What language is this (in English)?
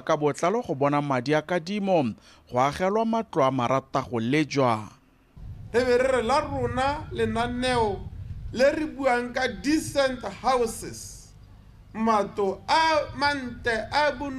Tswana